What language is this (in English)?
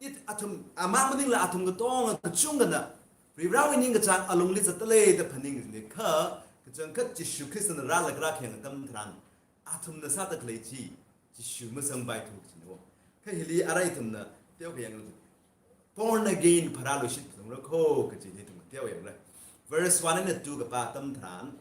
Tangkhul Naga (India)